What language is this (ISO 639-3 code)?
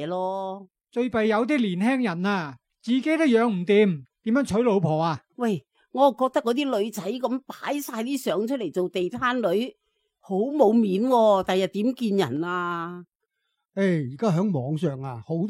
yue